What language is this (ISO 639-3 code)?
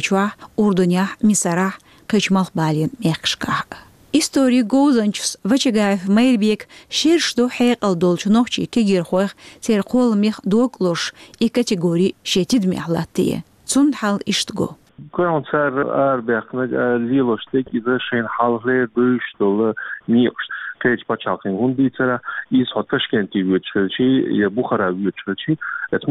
che